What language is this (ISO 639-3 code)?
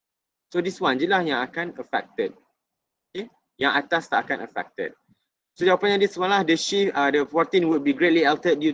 msa